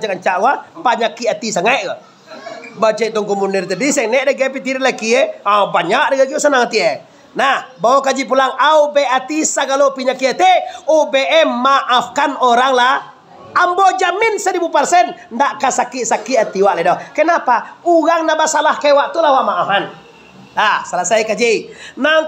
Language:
Minangkabau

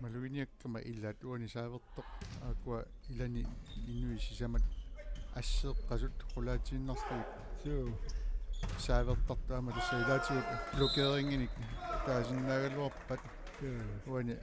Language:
Kalaallisut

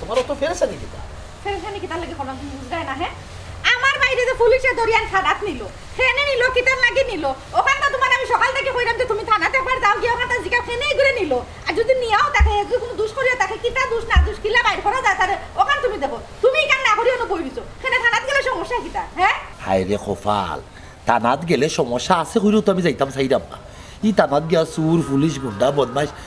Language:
Sylheti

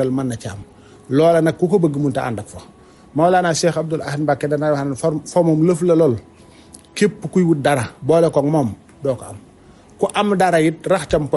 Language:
Wolof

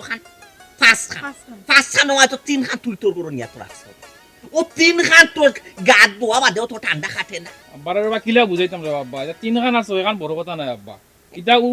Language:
Sylheti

